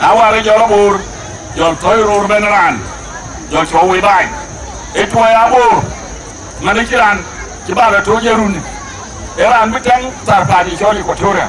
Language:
Dinka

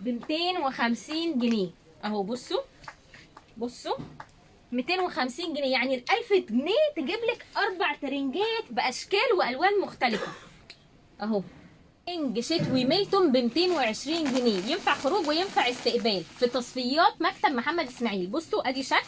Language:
Egyptian Arabic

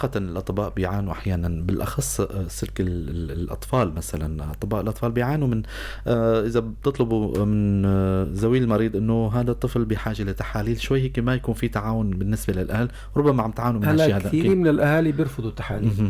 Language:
North Levantine Arabic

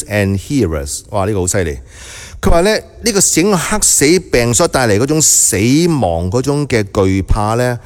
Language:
Cantonese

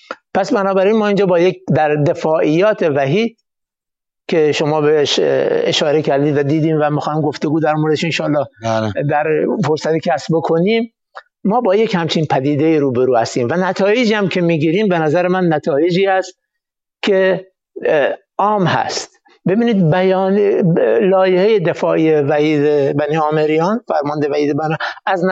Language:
Persian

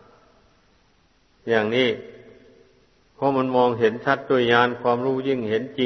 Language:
Thai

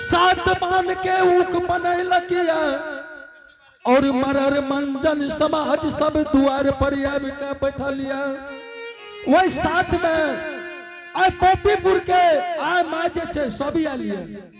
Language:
Angika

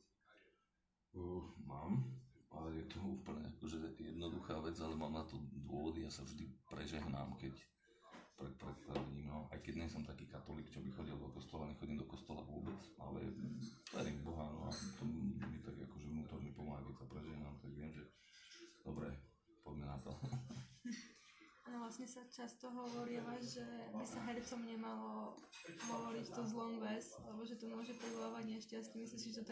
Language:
Slovak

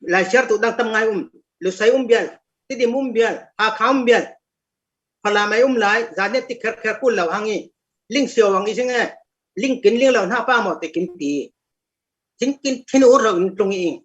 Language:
Falam Chin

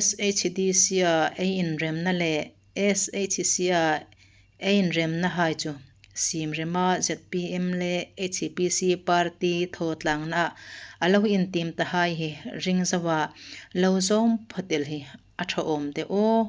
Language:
Hmar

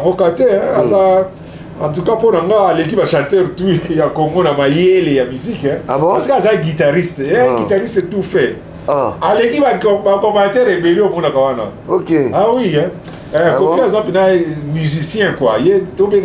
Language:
Lingala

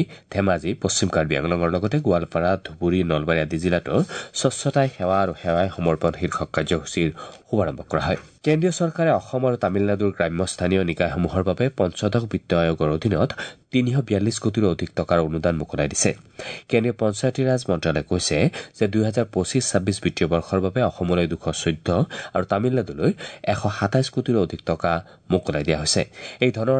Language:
Assamese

